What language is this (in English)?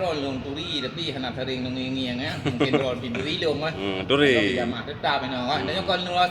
Achinese